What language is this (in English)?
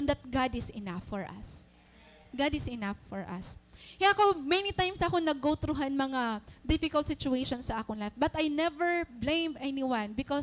Waray